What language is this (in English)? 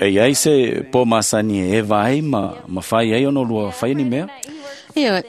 Samoan